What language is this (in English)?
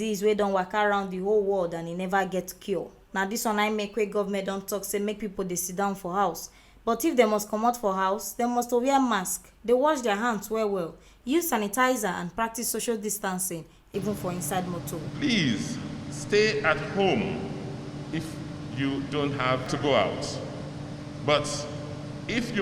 Nigerian Pidgin